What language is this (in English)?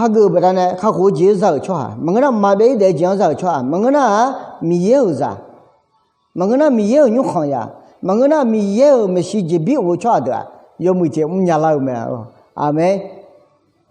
Akha